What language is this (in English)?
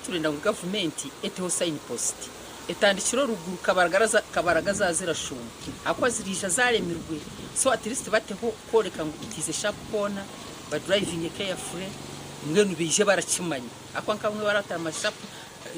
Nyankole